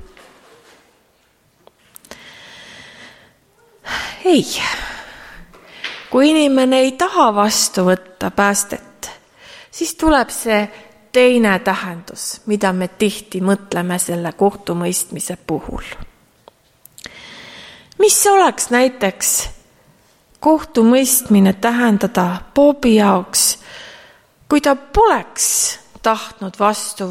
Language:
Estonian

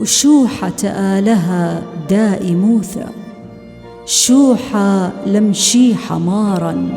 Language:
Assyrian Neo-Aramaic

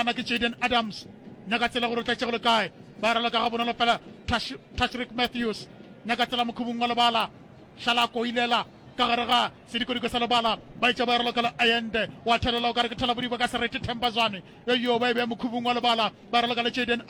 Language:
Northern Sotho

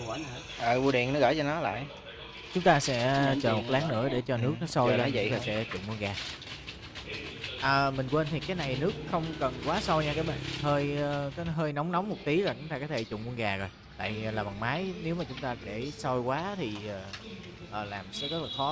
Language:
Vietnamese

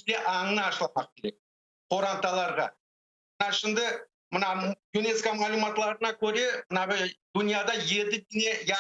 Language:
Crimean Tatar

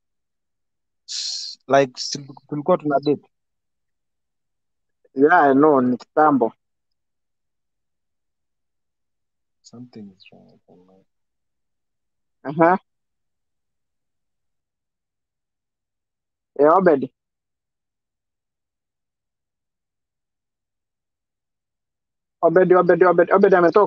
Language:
Swahili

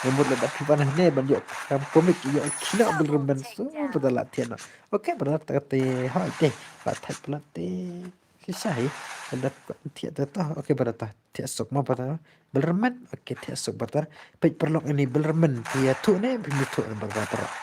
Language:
Khasi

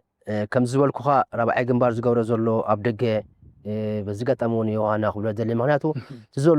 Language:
Tigrinya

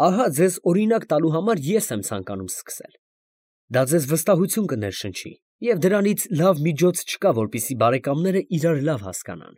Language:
Armenian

